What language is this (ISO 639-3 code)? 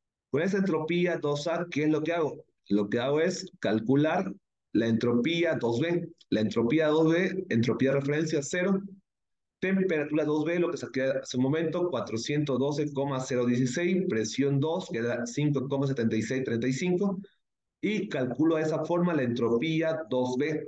spa